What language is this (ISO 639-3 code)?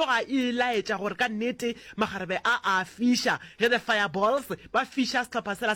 nso